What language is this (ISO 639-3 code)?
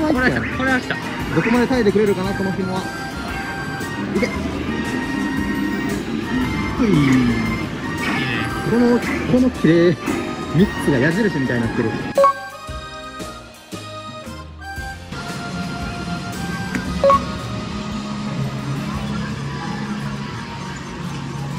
jpn